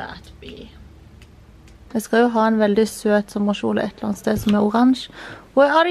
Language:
Norwegian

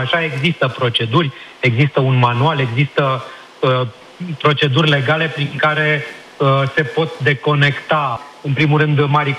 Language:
Romanian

